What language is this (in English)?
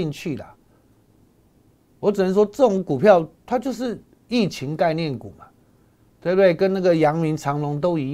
Chinese